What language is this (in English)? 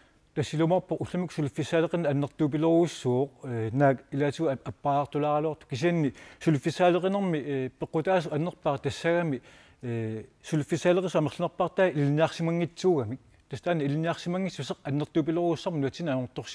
Kalaallisut